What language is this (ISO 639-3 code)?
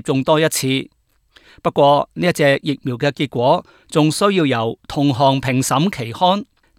yue